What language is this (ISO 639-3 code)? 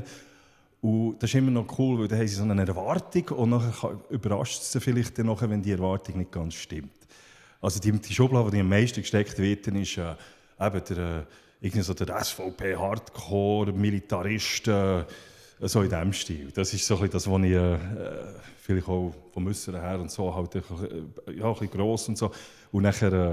gsw